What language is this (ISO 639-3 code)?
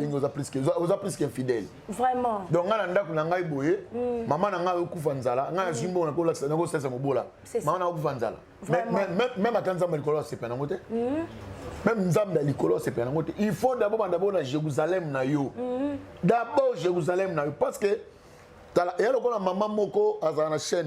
lin